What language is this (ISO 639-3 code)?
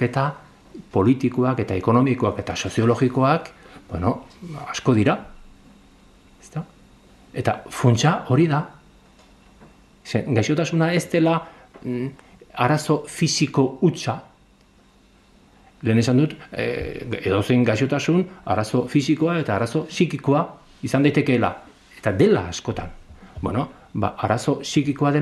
eus